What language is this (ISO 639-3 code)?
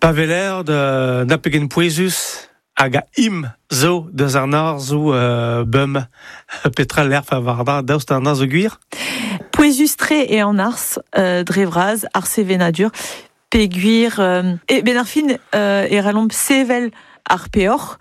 bre